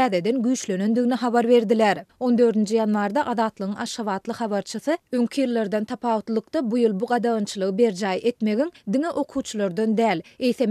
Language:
Turkmen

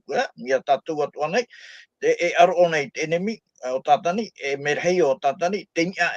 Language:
Tahitian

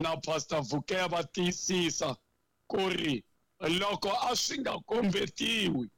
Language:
Tsonga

